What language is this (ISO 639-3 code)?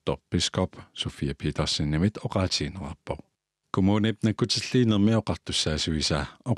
kal